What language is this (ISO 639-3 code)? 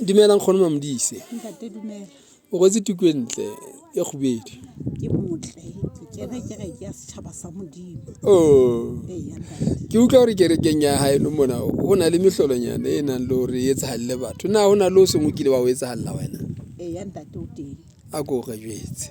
sot